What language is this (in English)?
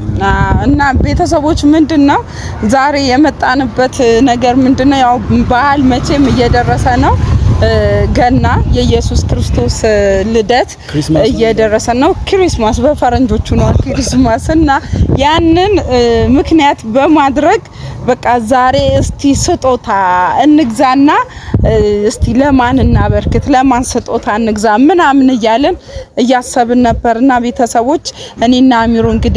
Amharic